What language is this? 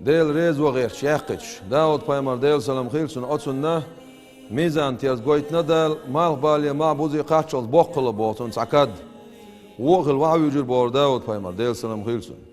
Chechen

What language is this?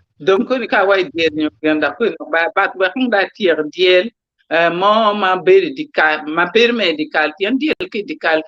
Acoli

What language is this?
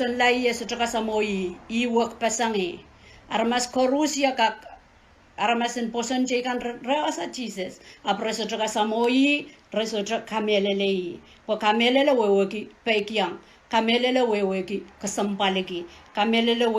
Pohnpeian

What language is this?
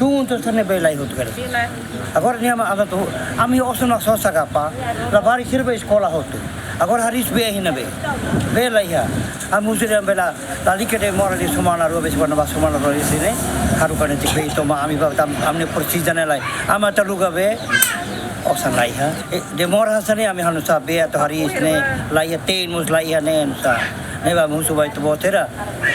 Tetum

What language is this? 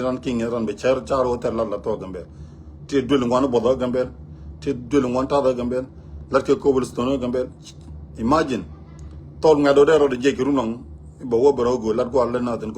Nuer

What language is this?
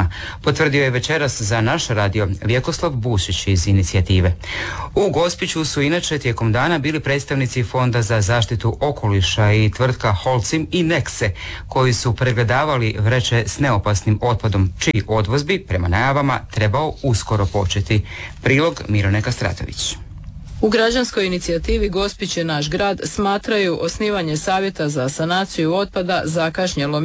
Croatian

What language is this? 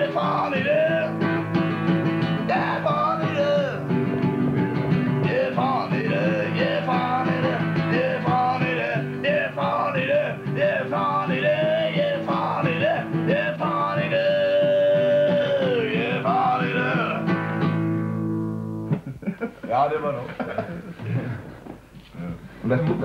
Norwegian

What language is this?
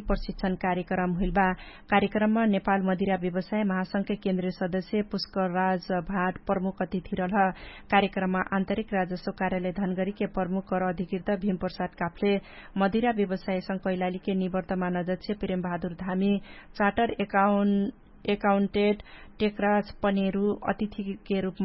Dangaura Tharu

